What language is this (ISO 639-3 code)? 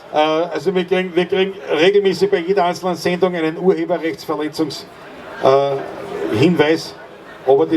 bar